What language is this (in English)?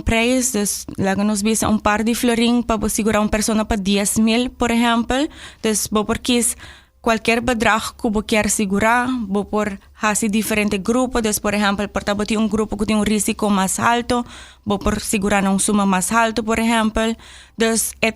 Papiamento